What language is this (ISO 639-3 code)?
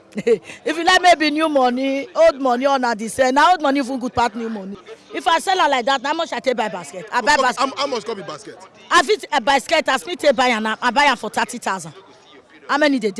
pcm